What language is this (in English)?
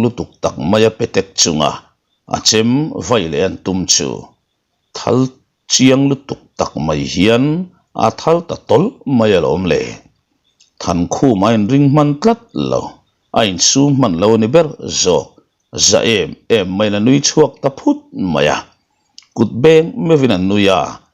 Mizo